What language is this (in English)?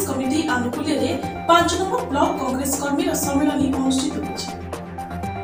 Odia